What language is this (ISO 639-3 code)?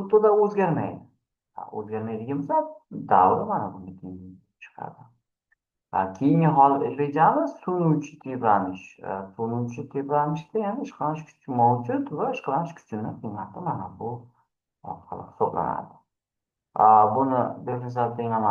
uzb